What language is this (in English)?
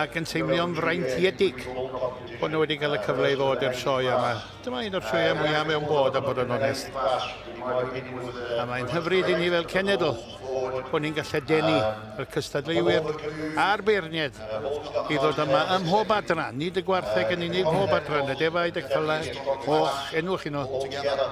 Welsh